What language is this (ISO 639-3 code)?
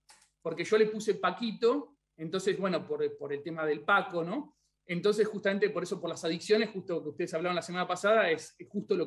spa